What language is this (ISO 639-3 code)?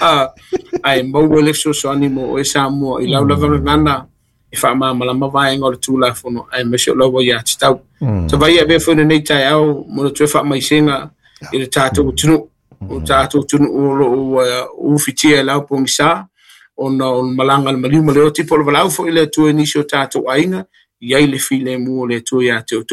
smo